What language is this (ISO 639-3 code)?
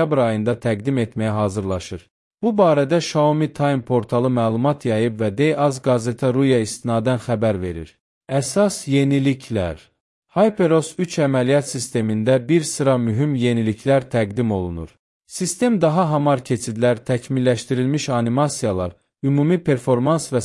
aze